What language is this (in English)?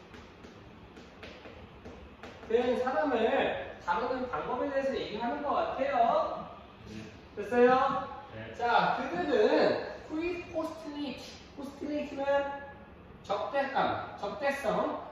Korean